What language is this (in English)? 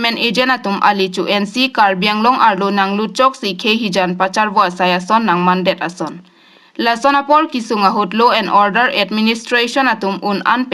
Karbi